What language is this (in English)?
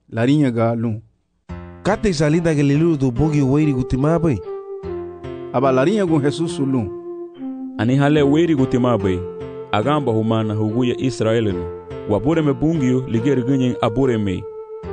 Garifuna